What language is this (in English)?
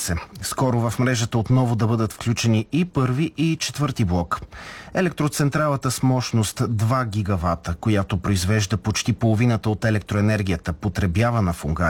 Bulgarian